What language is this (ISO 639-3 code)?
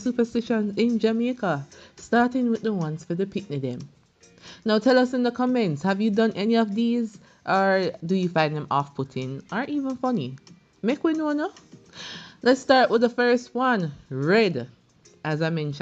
jam